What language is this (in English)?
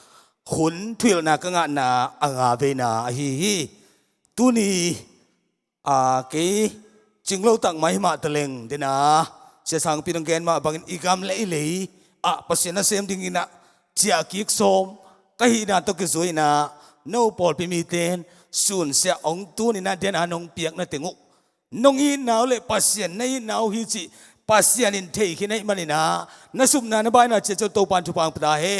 Tedim Chin